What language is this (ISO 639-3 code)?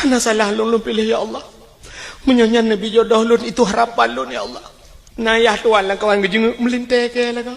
ace